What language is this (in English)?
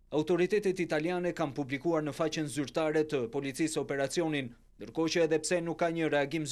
Albanian